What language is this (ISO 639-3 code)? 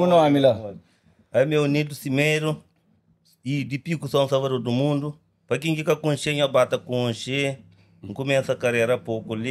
kea